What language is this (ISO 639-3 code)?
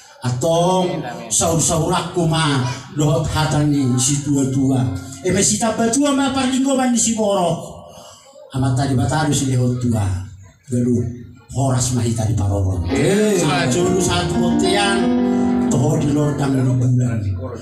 bbc